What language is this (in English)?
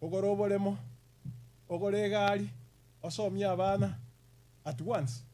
Gusii